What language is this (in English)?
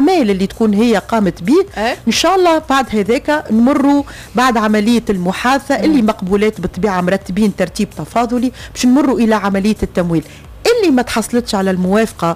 Tunisian Arabic